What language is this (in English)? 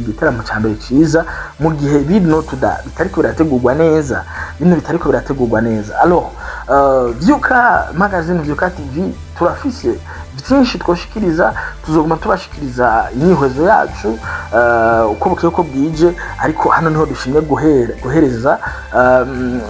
Rundi